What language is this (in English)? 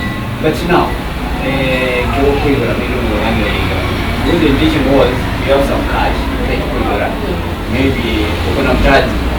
Gusii